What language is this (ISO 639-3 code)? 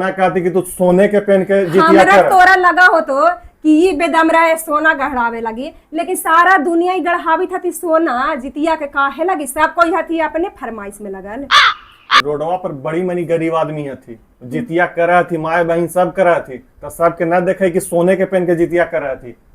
mag